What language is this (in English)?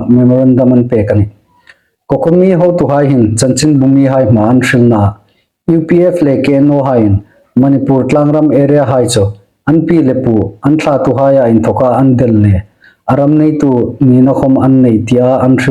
Hmar